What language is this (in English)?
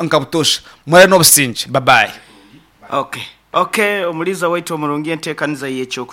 Nyankole